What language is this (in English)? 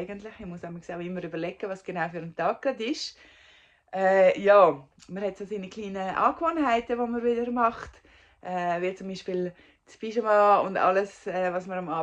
Swiss German